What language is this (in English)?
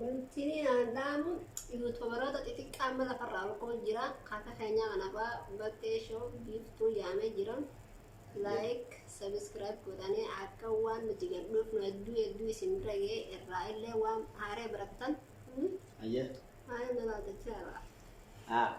Oromo